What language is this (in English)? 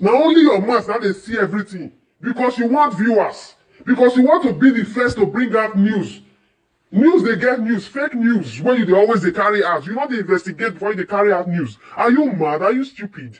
Nigerian Pidgin